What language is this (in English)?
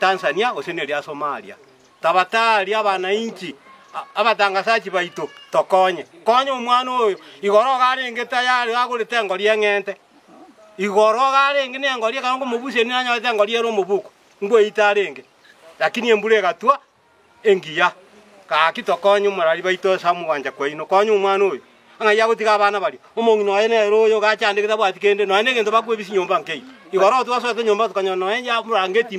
Gusii